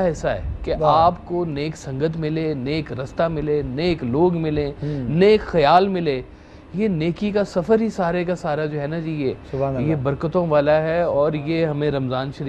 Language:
Urdu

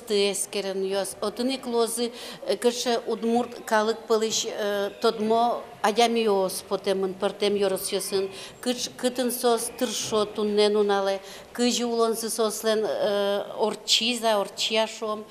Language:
Udmurt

